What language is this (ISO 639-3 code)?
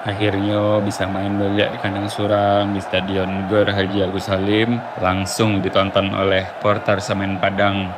min